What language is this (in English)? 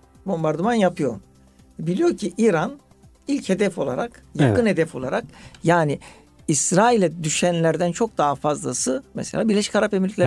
Turkish